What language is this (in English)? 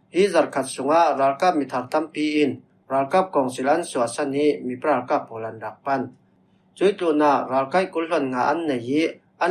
Falam Chin